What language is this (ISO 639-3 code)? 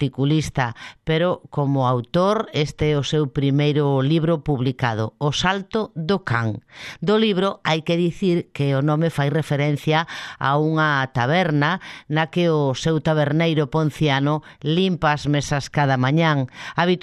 glg